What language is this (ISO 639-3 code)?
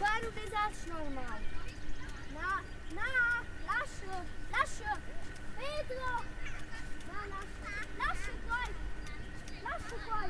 roh